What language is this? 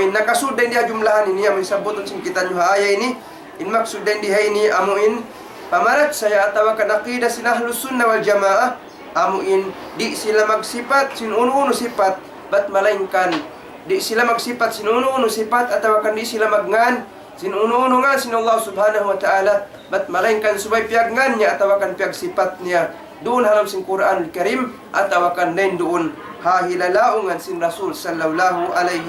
Tausug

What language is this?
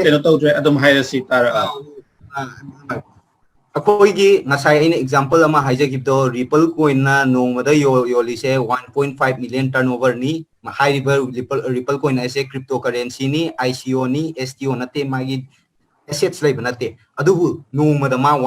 Manipuri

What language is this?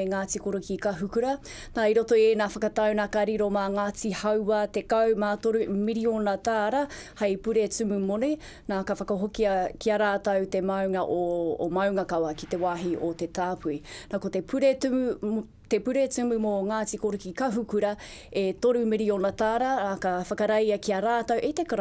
Māori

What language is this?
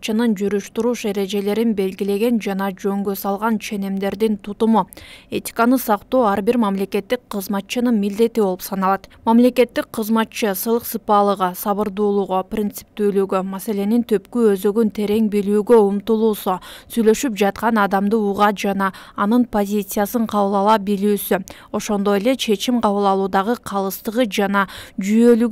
Kyrgyz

